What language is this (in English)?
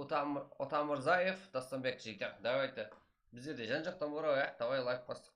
Kara-Kalpak